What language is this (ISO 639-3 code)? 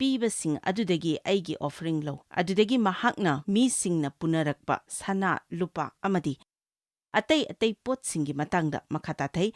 mni